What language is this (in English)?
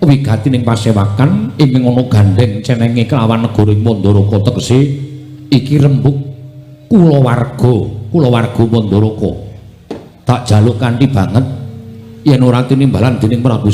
Javanese